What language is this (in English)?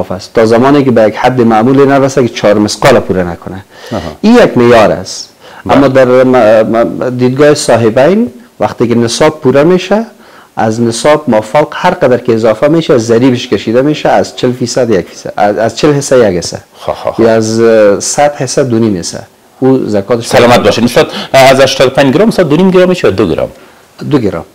Persian